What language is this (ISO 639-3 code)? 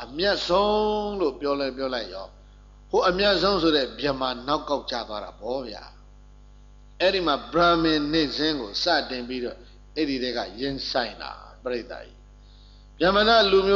mya